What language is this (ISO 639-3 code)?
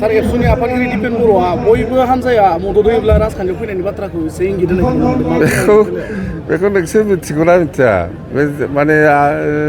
brx